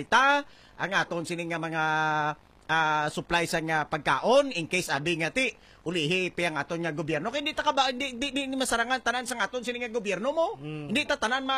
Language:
Hiligaynon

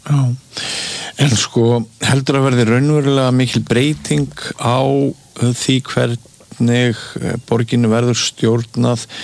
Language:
Icelandic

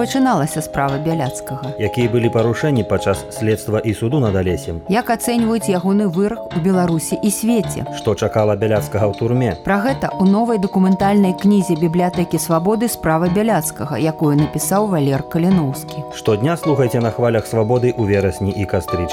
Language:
Belarusian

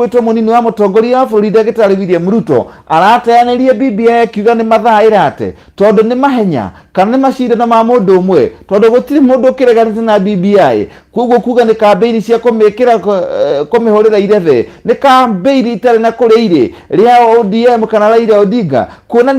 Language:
Kikuyu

